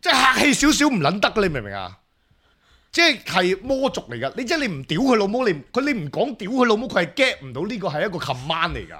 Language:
Cantonese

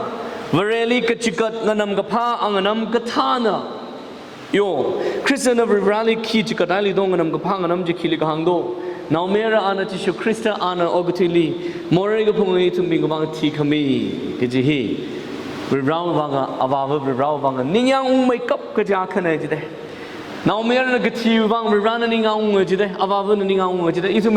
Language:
Tangkhul Naga (India)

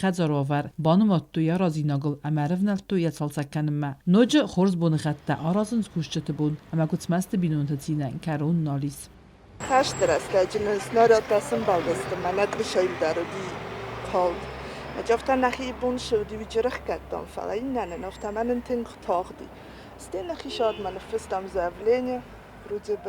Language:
Ossetic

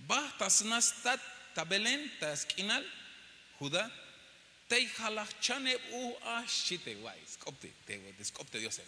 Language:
Tzeltal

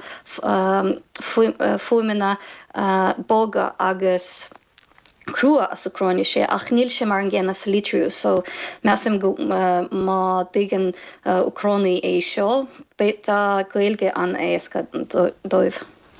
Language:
Irish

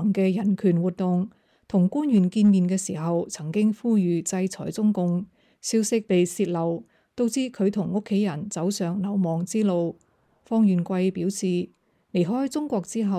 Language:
Cantonese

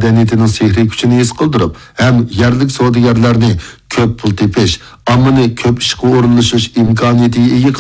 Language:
Uyghur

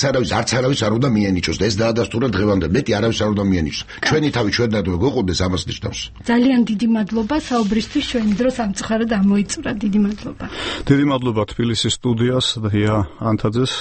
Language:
Georgian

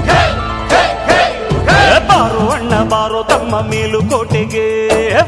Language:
Kannada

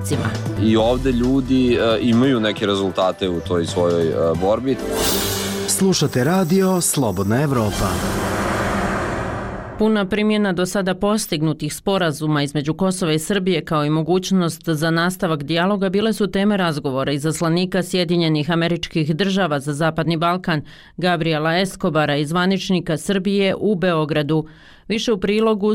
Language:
Bosnian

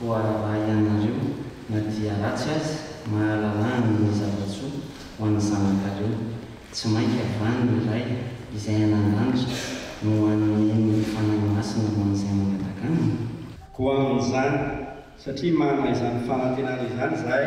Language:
Malagasy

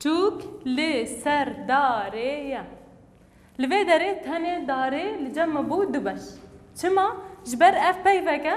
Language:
Kurdish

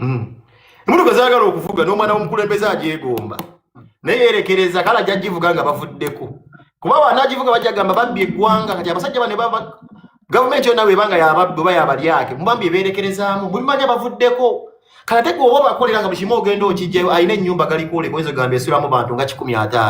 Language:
Ganda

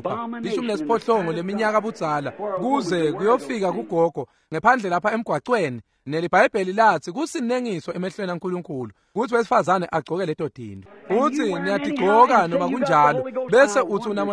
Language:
Swati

